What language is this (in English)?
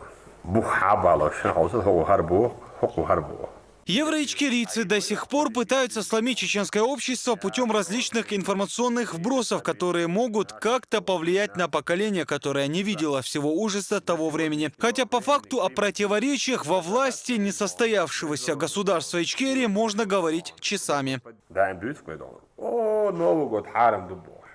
Chechen